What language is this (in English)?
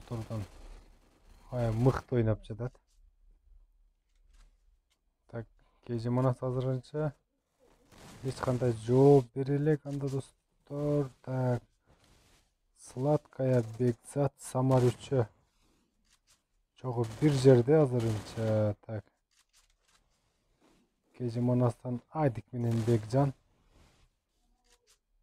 Kyrgyz